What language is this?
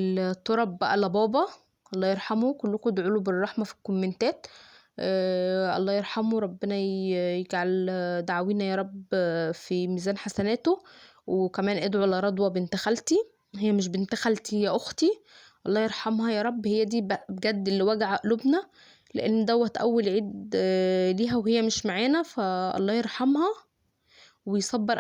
Egyptian Arabic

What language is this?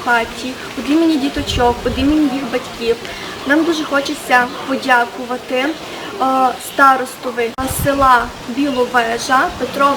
Rusyn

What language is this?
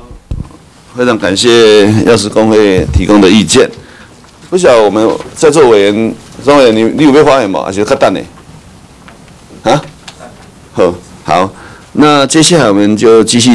Chinese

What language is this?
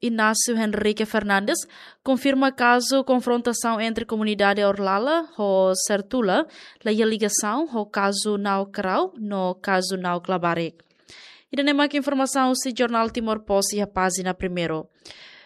Tetum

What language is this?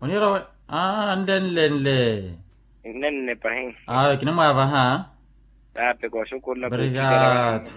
Makhuwa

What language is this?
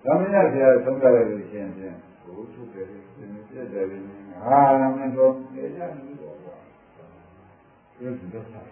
Burmese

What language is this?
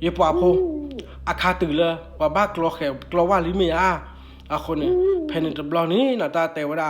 S'gaw Karen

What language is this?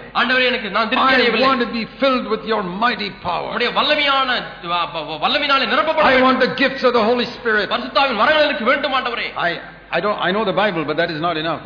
Tamil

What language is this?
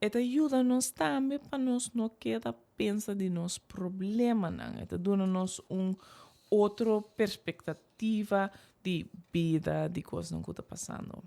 Papiamento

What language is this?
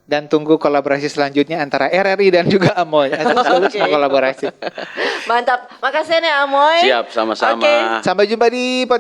Manado Malay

